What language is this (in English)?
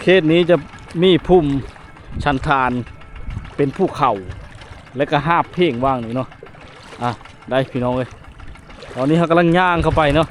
Lao